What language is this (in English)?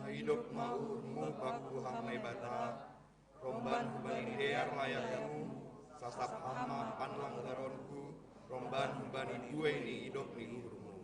Batak Simalungun